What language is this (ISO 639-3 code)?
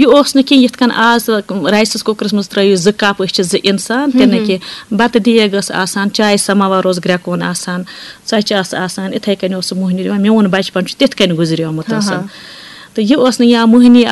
kas